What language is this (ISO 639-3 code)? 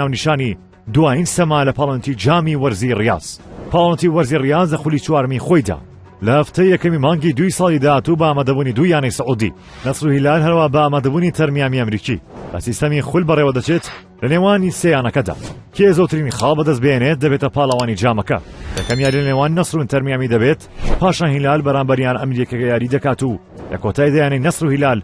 ckb